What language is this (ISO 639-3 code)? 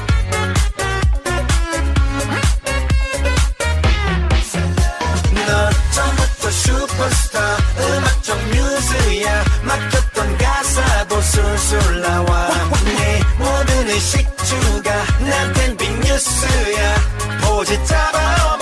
kor